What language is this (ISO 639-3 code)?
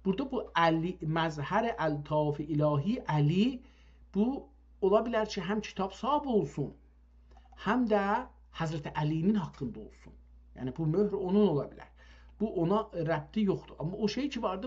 azb